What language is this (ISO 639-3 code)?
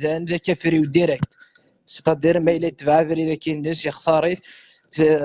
kab